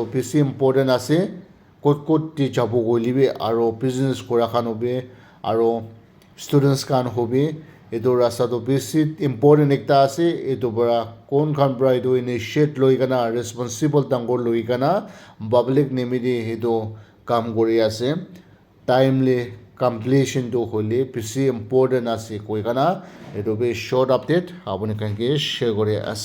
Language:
Naga Pidgin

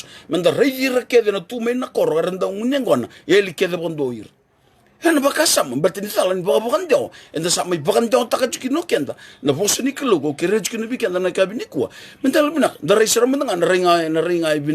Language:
Fijian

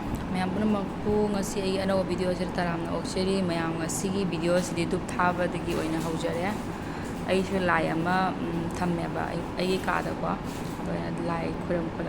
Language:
Manipuri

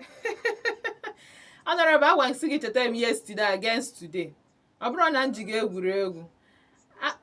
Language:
Igbo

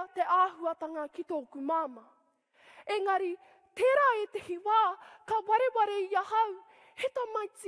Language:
Māori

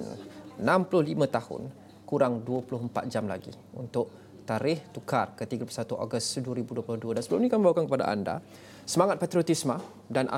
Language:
Malay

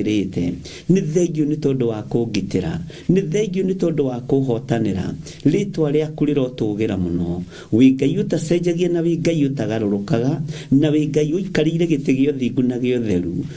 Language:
Kikuyu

